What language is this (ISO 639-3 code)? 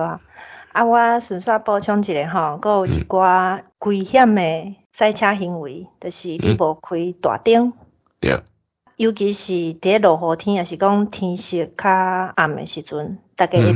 nan